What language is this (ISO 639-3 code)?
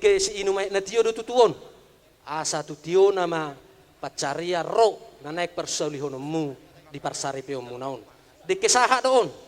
bbc